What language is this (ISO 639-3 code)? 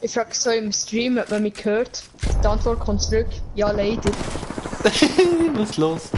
gsw